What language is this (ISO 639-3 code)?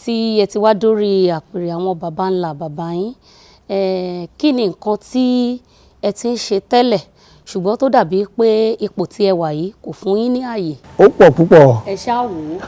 yor